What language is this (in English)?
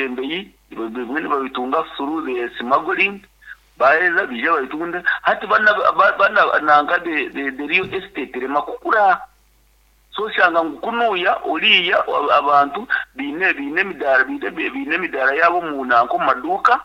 Nyankole